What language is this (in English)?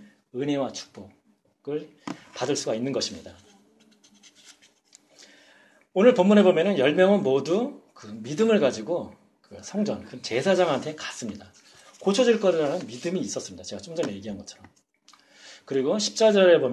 Korean